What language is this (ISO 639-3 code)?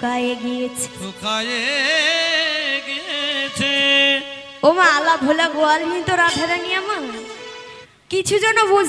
ben